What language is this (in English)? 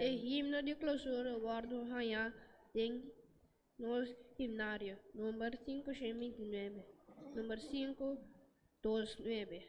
Papiamento